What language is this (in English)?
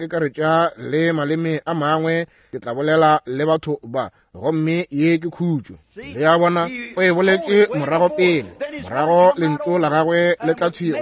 Northern Sotho